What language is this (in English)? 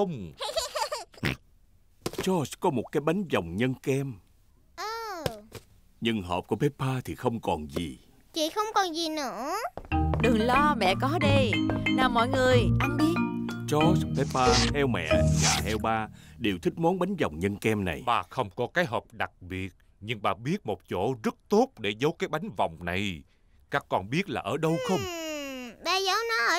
Vietnamese